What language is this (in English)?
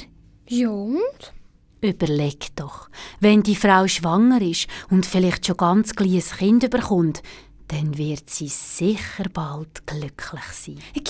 Swiss German